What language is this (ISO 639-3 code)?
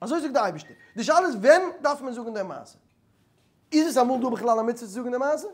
yid